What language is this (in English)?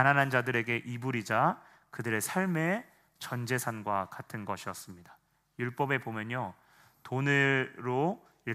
Korean